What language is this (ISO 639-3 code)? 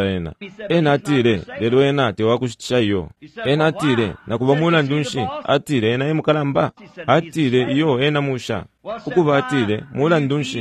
bem